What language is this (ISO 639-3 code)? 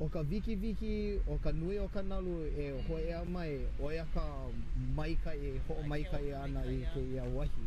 haw